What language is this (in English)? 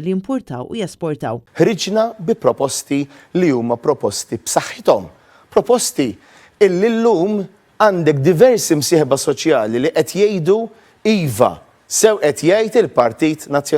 Maltese